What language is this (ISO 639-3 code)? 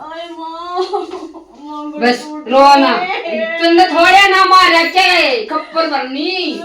bgc